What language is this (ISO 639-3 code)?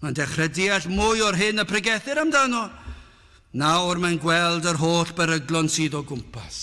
cym